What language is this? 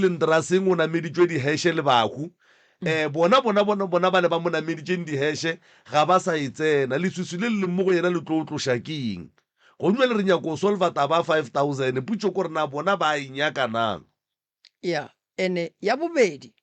Northern Sotho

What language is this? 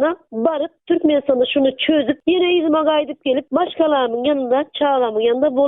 Turkmen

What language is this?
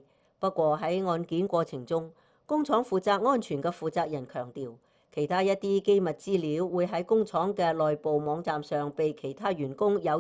Cantonese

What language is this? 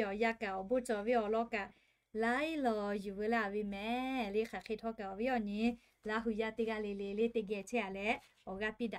Lahu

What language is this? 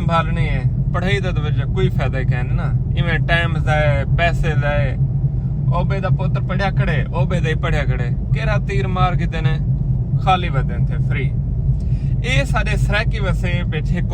Saraiki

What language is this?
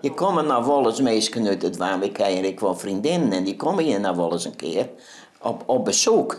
Western Frisian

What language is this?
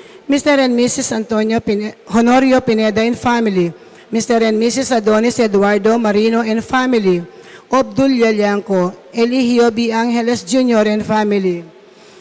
Pampanga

